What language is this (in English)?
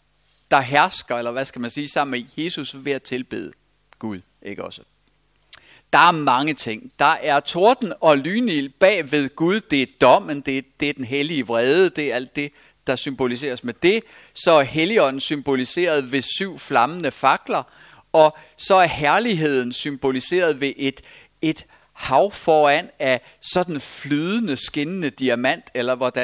Danish